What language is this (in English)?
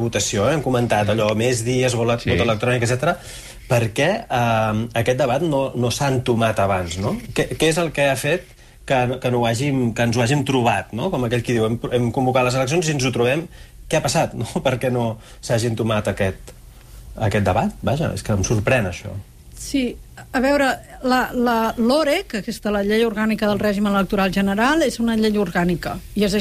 Catalan